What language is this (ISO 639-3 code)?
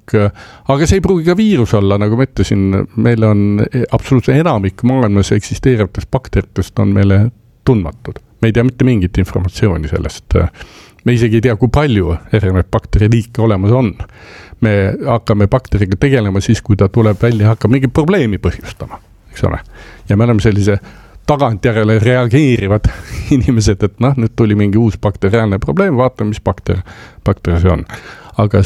est